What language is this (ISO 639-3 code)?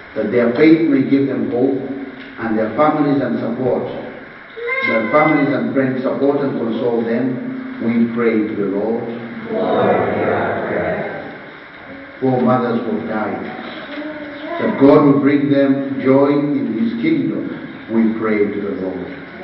eng